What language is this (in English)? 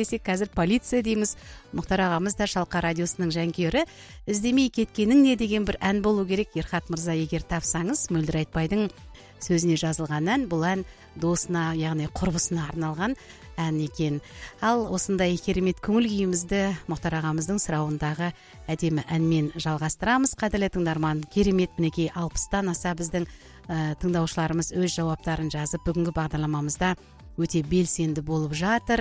Kazakh